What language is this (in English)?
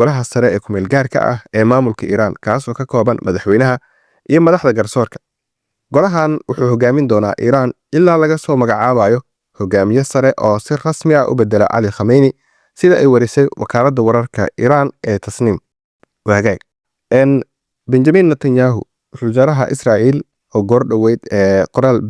Somali